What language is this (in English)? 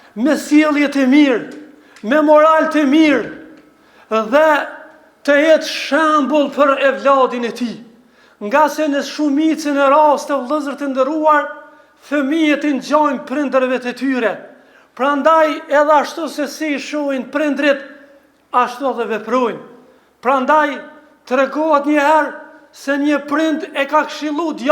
Albanian